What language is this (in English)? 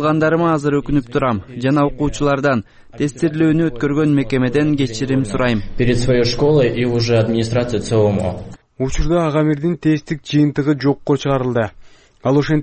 Kyrgyz